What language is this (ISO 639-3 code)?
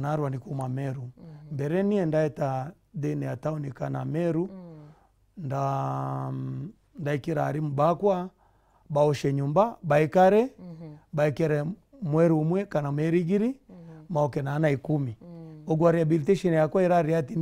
mer